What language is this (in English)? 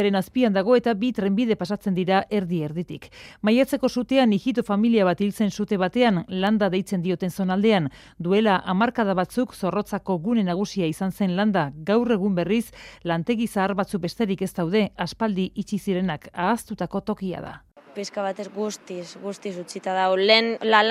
Basque